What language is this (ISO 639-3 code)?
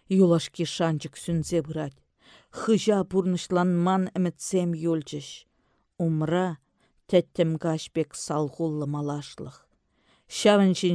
chv